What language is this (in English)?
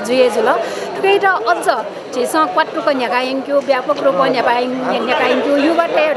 Newari